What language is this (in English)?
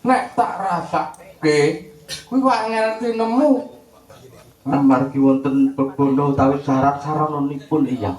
Javanese